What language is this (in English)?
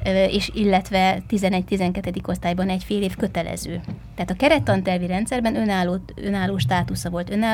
Hungarian